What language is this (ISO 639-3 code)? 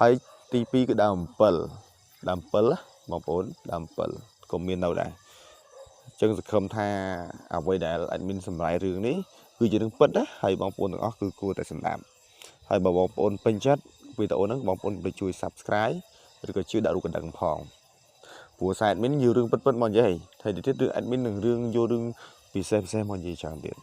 khm